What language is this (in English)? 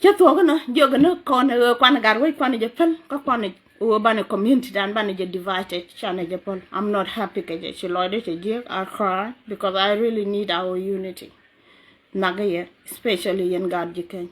Nuer